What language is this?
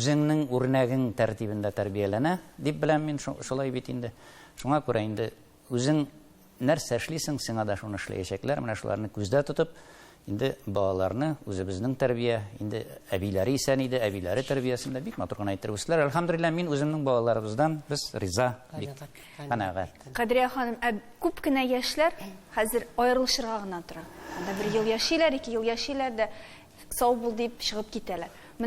Tatar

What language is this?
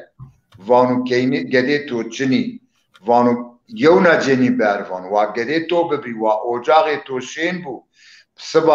Zaza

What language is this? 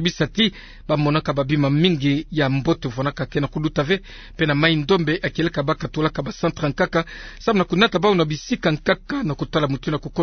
Kituba (Democratic Republic of Congo)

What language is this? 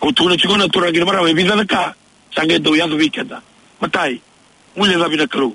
Fijian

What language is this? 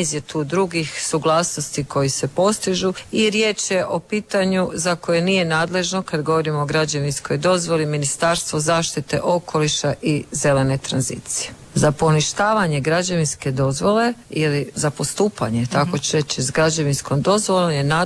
Croatian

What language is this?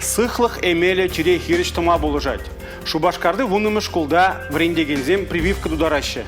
Chuvash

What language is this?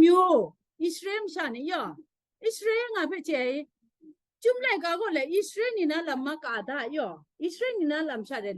Kachin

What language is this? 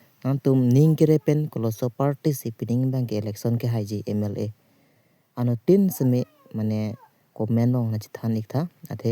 Karbi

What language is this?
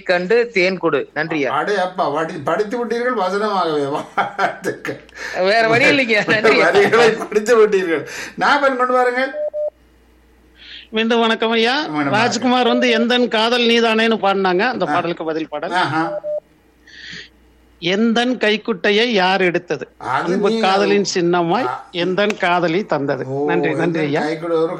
Tamil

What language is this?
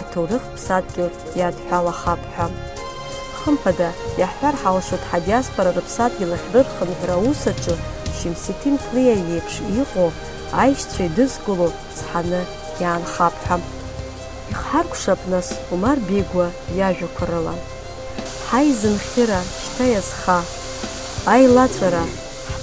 Abkhazian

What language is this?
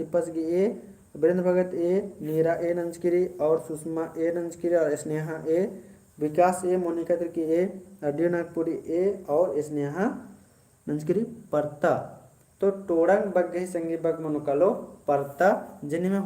Kurukh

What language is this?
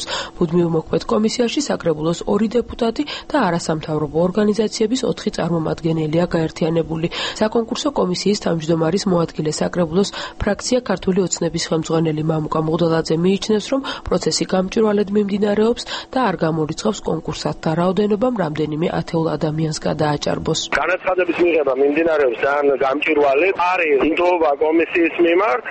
Georgian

